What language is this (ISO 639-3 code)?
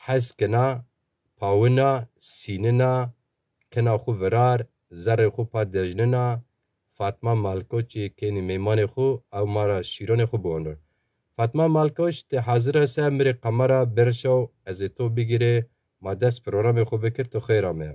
zza